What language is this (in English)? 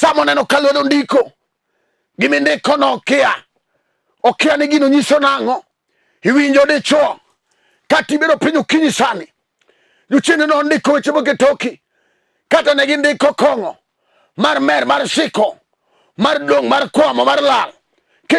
Luo (Kenya and Tanzania)